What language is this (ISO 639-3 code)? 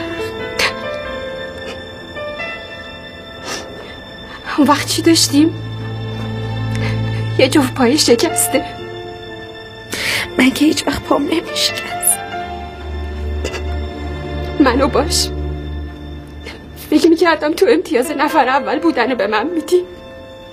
fas